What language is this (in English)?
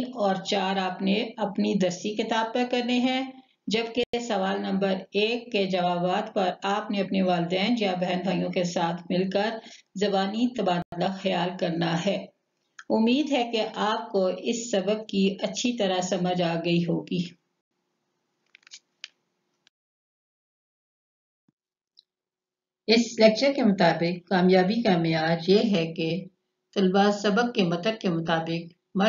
Urdu